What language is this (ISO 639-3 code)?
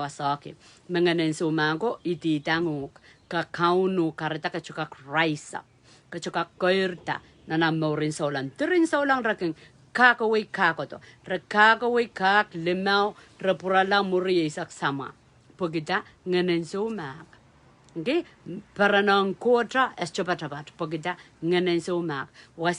pon